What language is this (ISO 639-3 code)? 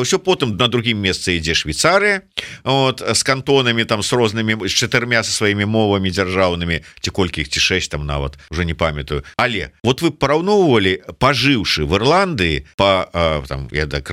bel